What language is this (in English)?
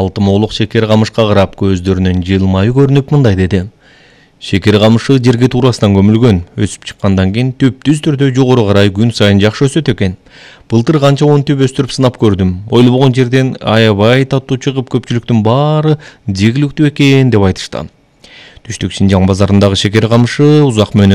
Kyrgyz